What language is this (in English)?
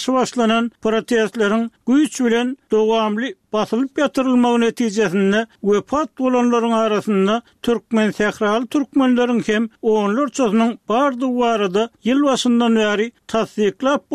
Turkmen